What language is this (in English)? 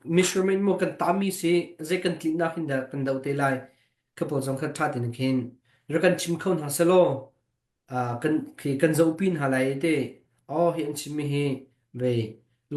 Hakha Chin